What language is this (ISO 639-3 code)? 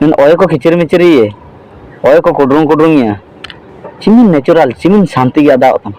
hoc